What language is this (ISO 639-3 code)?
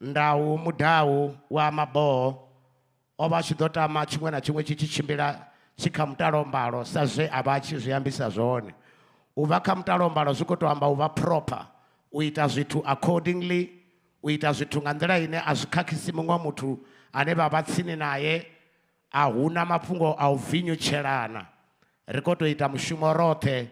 ven